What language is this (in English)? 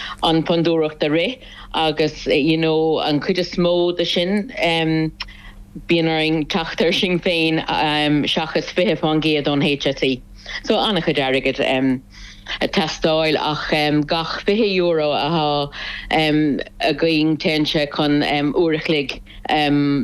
Irish